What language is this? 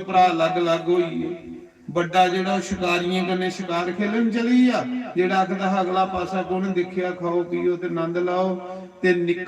Dogri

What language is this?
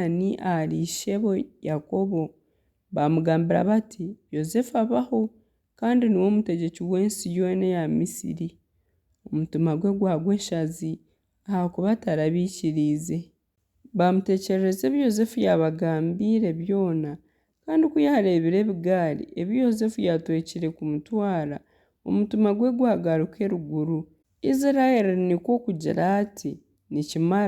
Nyankole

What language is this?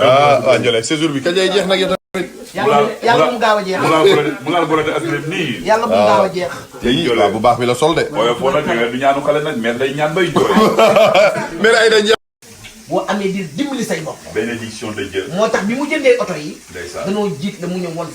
Wolof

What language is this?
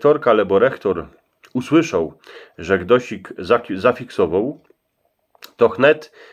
Silesian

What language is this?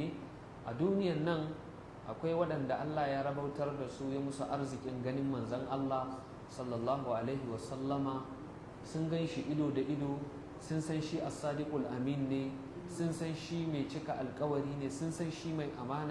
Hausa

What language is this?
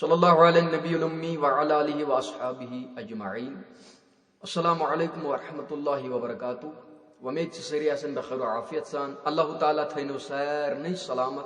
Kashmiri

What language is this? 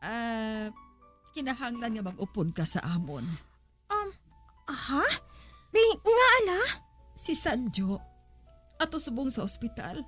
Hiligaynon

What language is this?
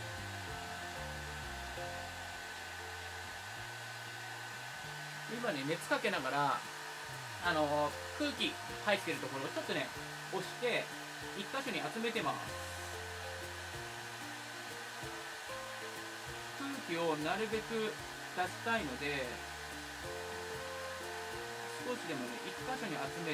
Japanese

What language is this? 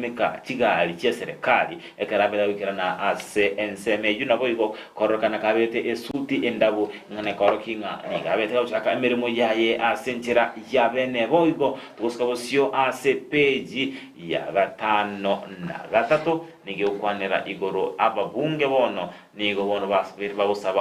Gusii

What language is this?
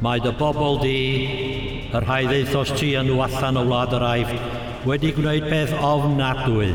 Welsh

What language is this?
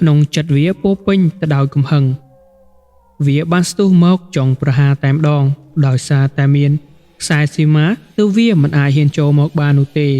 Khmer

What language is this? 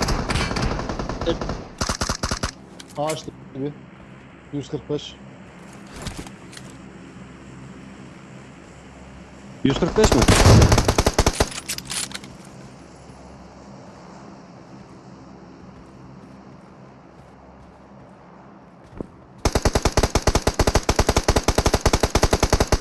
Turkish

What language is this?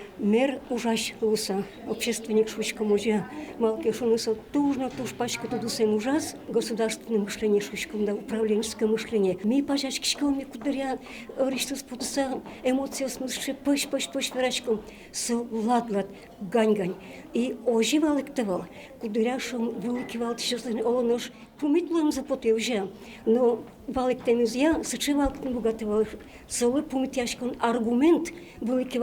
Udmurt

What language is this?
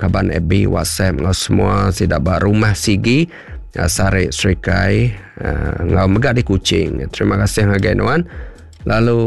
Iban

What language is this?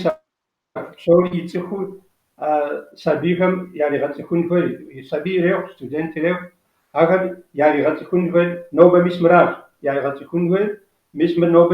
Kabardian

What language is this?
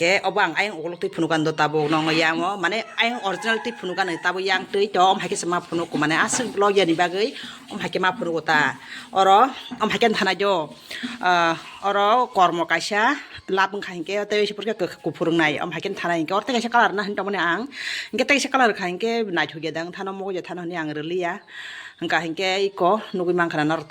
Kok Borok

